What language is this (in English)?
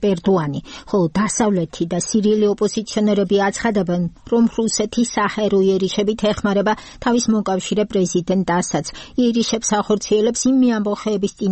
Georgian